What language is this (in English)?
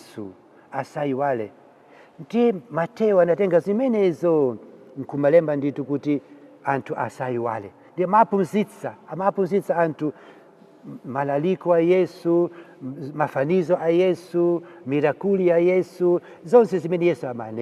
Nyanja